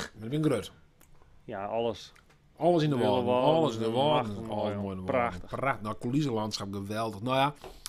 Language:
Western Frisian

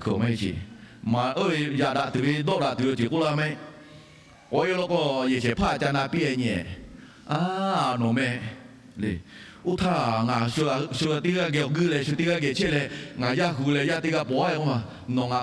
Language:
Lahu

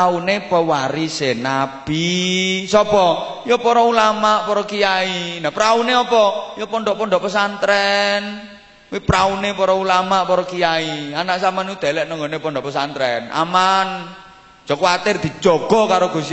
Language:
Javanese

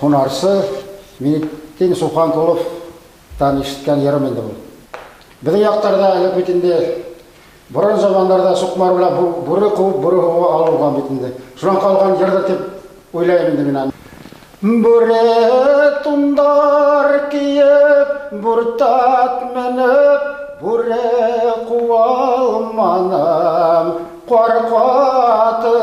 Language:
Bashkir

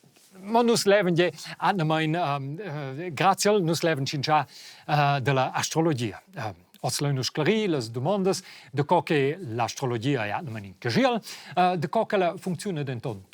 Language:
Romansh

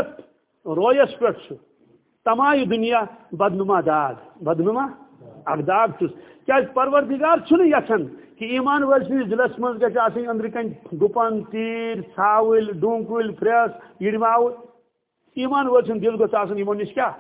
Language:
Kashmiri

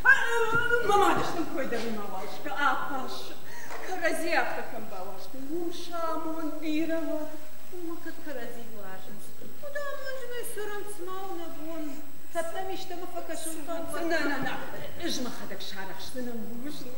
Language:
Ossetic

